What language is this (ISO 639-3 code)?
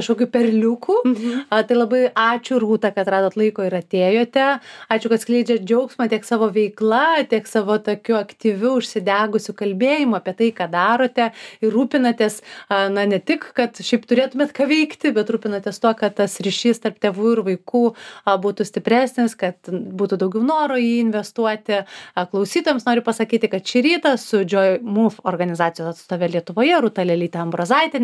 lit